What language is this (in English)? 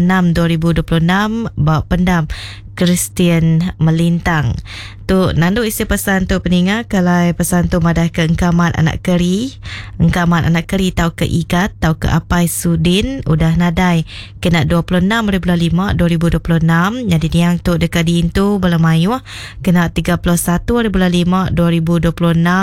Iban